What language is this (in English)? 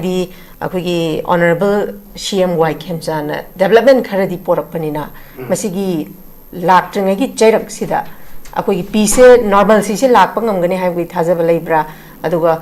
Manipuri